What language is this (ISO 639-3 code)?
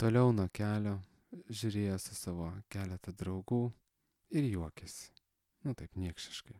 lit